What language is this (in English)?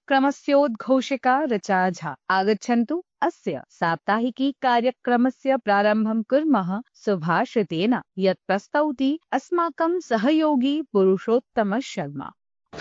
Sanskrit